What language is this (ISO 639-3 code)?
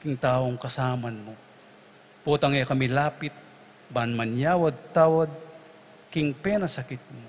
pam